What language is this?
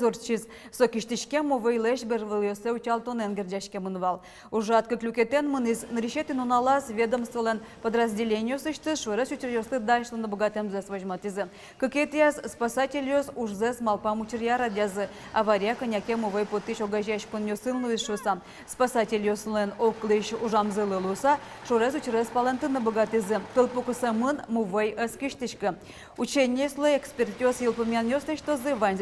Udmurt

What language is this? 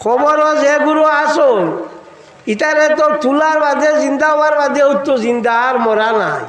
Sylheti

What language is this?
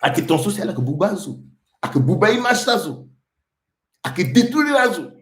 Sango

